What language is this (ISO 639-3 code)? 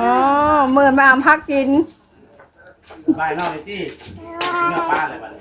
tts